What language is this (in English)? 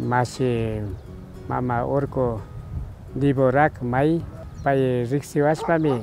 Imbabura Highland Quichua